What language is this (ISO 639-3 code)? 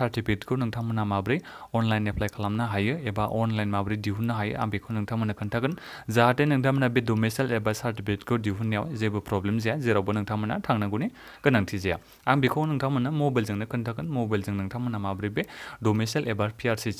brx